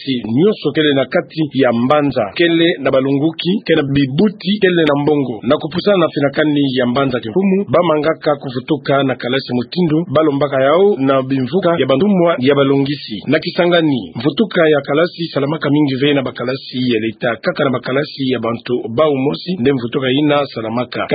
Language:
Kituba (Democratic Republic of Congo)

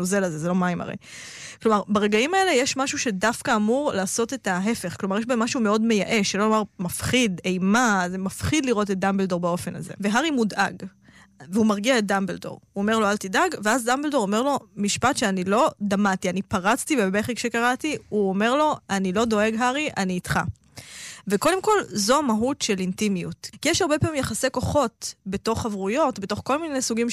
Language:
Hebrew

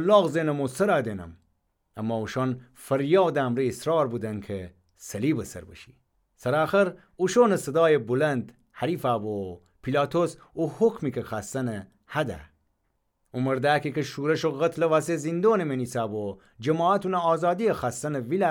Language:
Gilaki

